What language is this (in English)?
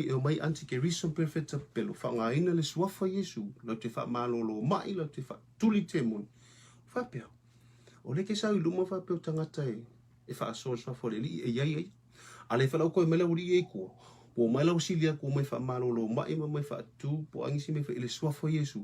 Samoan